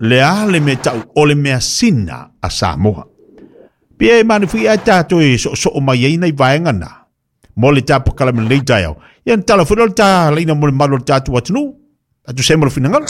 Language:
Samoan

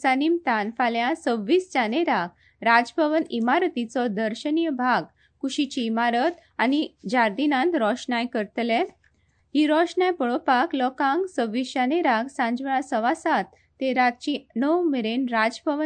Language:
Konkani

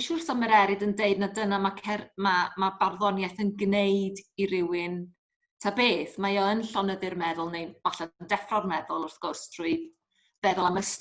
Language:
Welsh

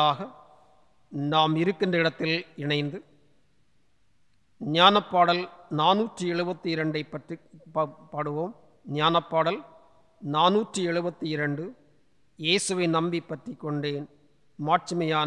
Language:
Tamil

